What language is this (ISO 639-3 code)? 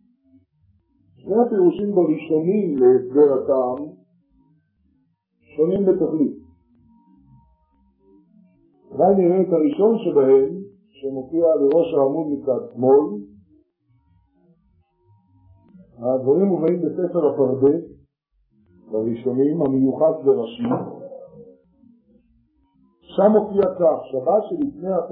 heb